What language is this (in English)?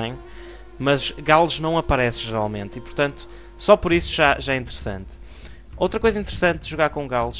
Portuguese